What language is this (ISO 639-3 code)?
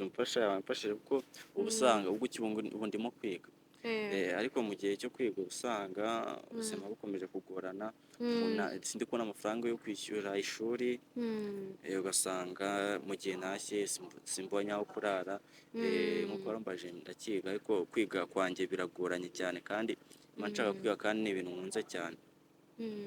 kin